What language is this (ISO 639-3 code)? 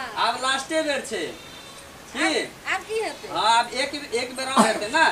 mai